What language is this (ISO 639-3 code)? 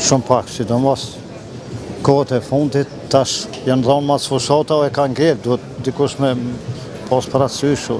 sqi